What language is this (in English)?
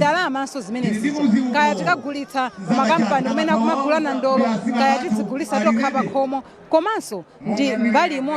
Nyanja